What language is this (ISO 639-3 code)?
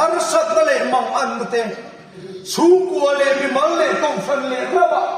lus